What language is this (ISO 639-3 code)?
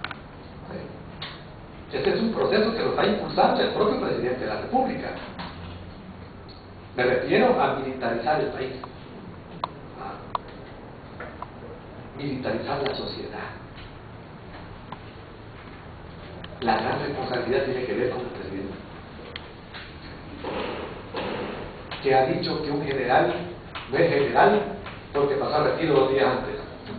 spa